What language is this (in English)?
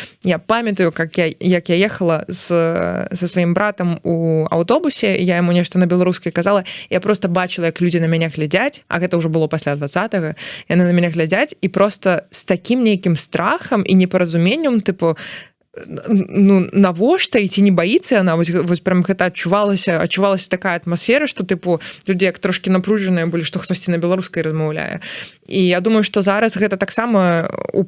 Belarusian